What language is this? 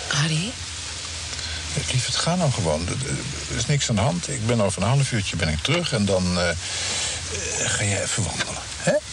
Dutch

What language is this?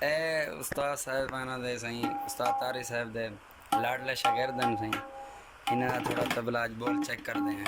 Saraiki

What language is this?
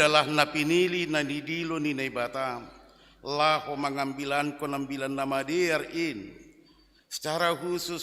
Batak Simalungun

